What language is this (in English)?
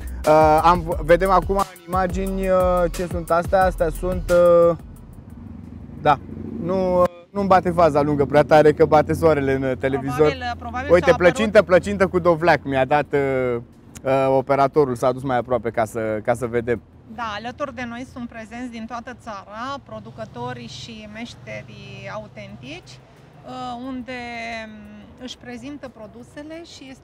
Romanian